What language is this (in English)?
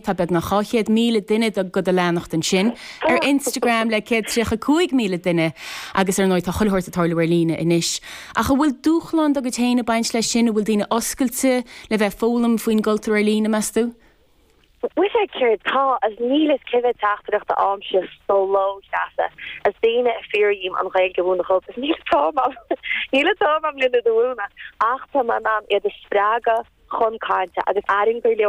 Irish